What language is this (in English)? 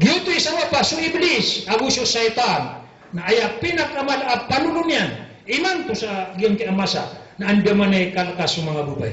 Maranao